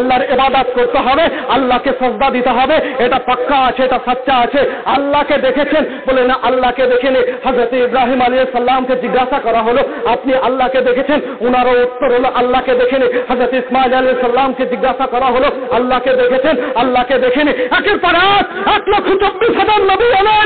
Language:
Bangla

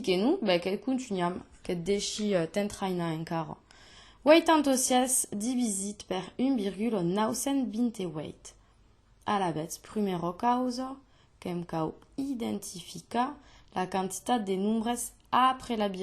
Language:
Occitan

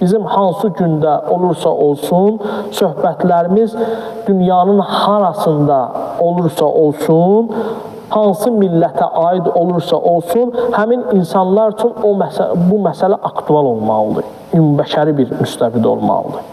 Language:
Azerbaijani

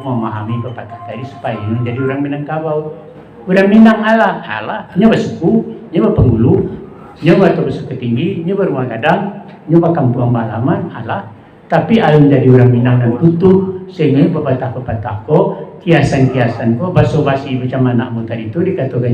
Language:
Minangkabau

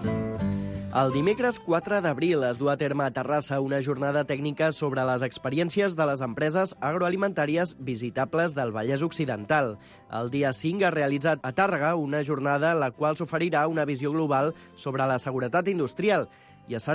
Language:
Catalan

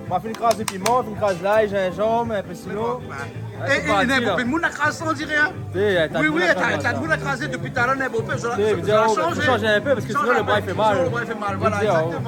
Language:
Réunion Creole French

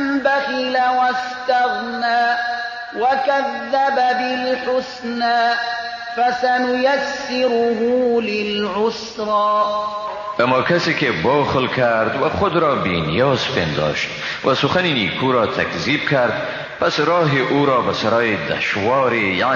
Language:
Persian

